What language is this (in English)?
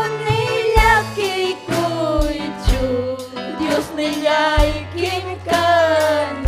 Ayacucho Quechua